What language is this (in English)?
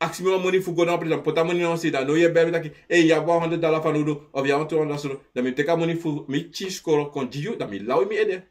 Sranan Tongo